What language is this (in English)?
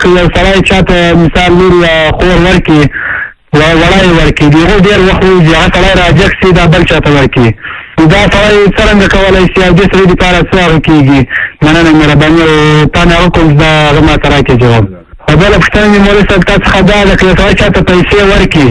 Pashto